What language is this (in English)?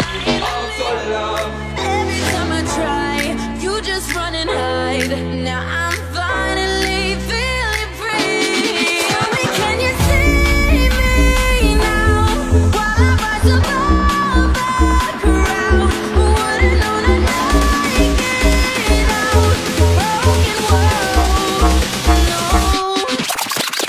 English